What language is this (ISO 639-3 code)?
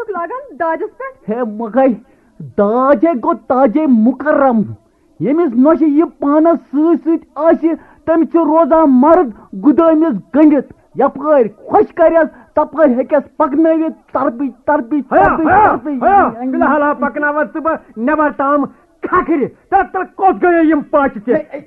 kas